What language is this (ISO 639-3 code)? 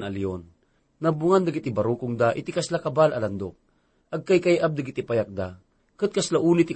ilo